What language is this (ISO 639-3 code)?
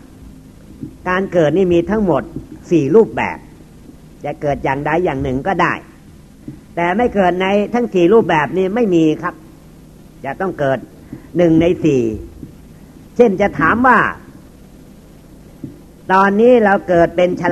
tha